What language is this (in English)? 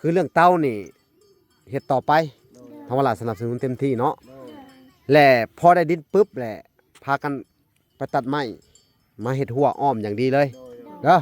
Lao